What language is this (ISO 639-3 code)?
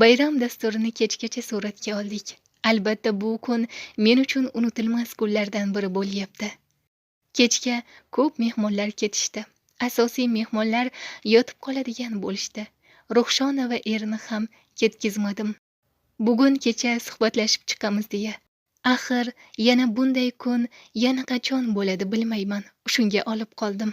uzb